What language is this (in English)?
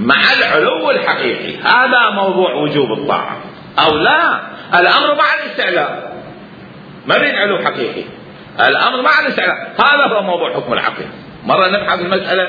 Mesopotamian Arabic